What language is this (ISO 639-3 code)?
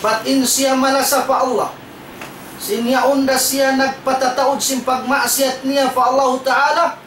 tsg